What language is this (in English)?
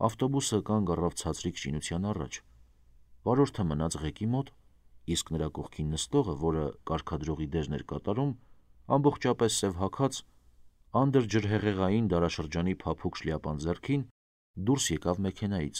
Armenian